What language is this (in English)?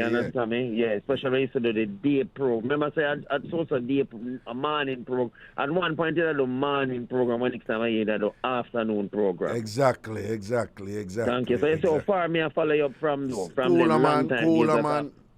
Jamaican Creole English